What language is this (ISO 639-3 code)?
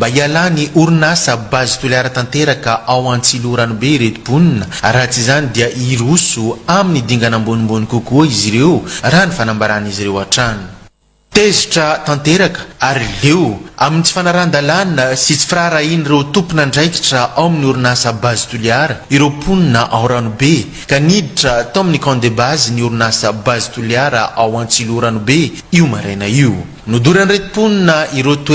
mlg